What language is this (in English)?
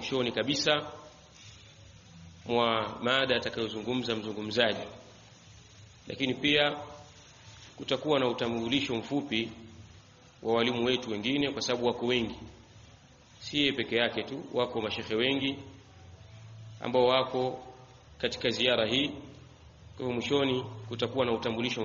Swahili